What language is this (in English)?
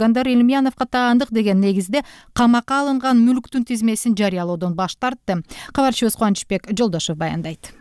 Kyrgyz